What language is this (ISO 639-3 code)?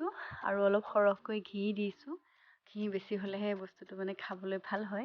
asm